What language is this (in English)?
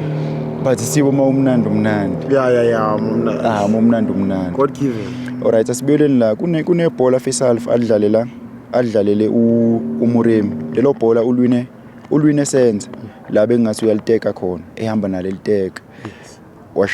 Zulu